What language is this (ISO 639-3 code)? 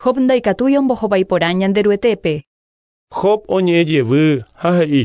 grn